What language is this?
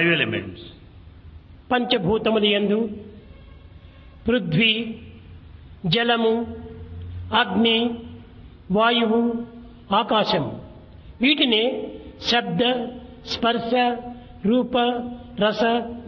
Telugu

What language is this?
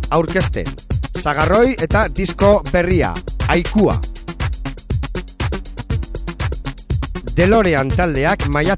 Basque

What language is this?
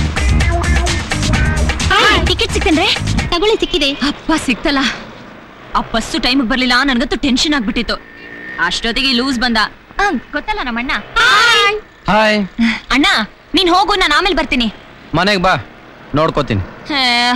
Kannada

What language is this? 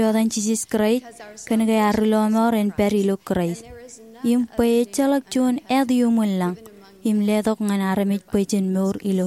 Marshallese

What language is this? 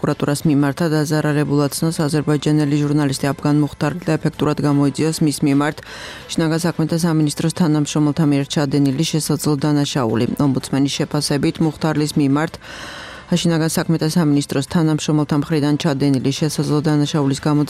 Georgian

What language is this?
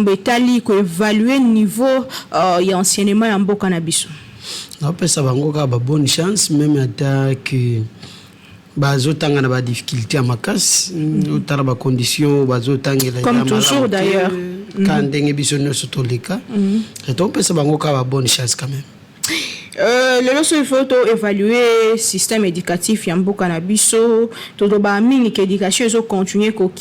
Lingala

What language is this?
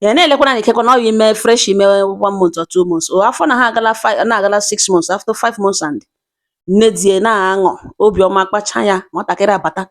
Igbo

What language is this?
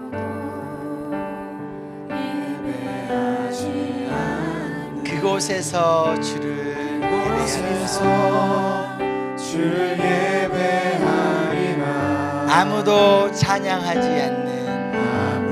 Korean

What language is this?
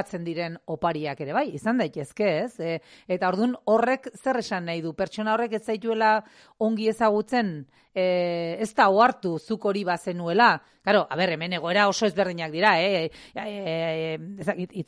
Basque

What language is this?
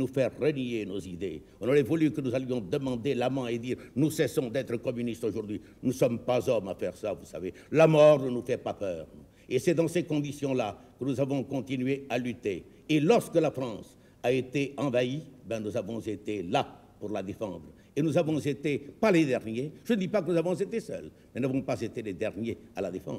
French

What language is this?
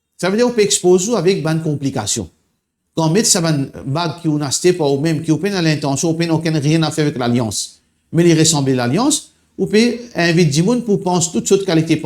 Morisyen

